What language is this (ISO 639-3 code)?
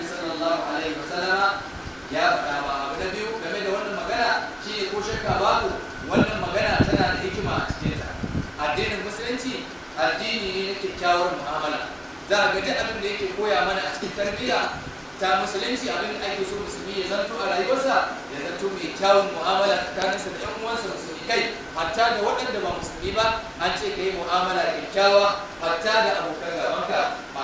hau